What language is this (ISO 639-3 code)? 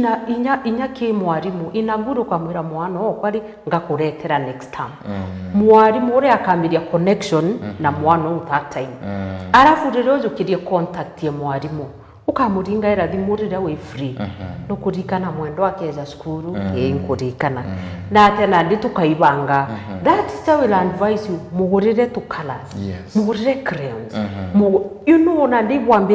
mer